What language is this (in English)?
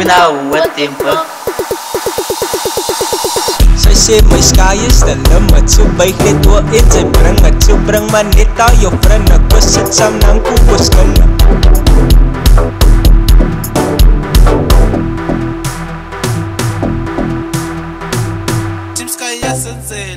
Afrikaans